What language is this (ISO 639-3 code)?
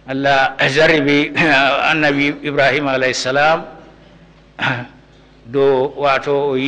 ful